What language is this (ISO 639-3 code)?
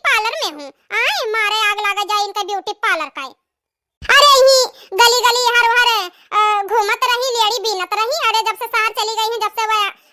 awa